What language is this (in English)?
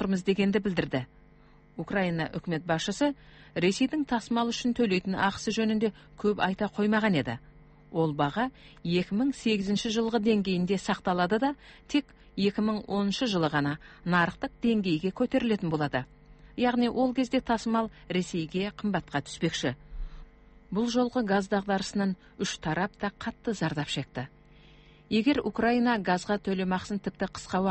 Kazakh